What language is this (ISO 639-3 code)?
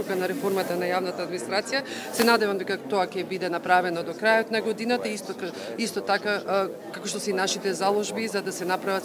mkd